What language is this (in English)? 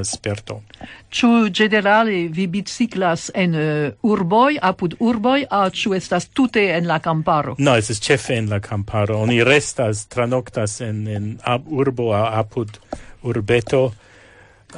Esperanto